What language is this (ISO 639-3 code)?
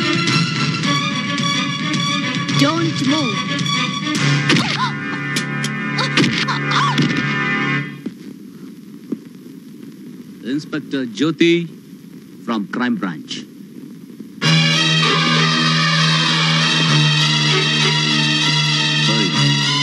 kan